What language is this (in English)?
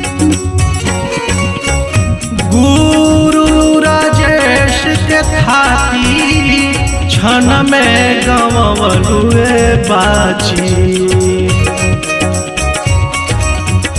Bhojpuri